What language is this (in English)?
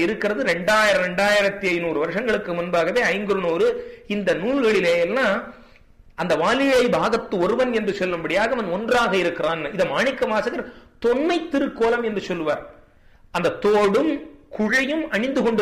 Tamil